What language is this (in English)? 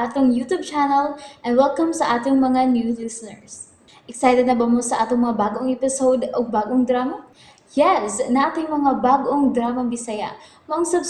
Cebuano